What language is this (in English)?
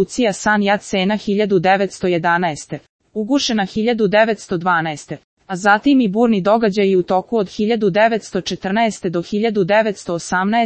Serbian